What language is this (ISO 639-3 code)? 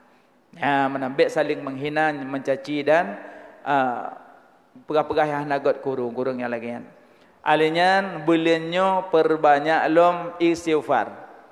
ace